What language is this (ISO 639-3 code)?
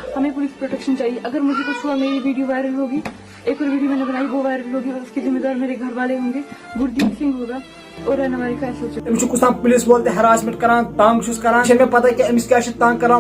kas